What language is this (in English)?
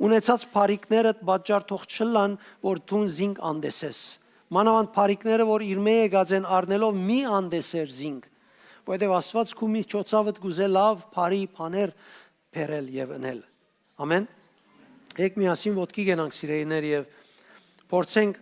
Western Armenian